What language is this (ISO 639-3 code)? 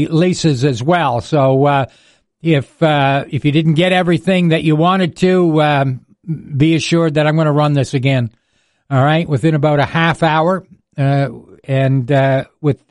eng